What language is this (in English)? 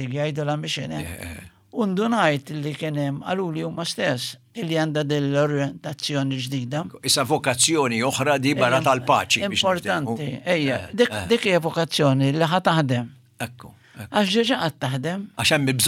Maltese